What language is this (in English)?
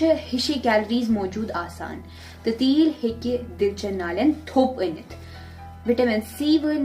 Kashmiri